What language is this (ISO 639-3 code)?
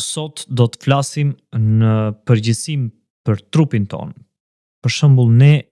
sqi